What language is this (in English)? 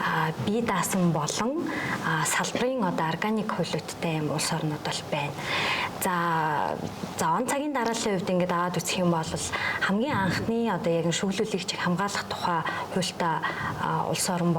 Mongolian